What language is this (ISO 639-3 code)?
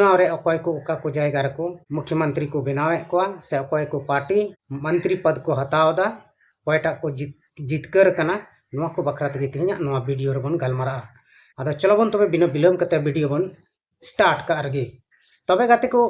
sat